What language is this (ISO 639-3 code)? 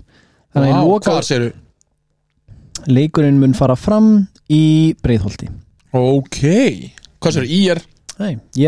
isl